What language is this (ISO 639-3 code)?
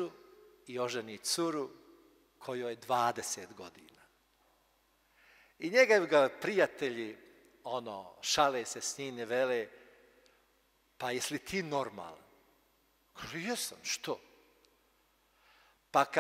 hrv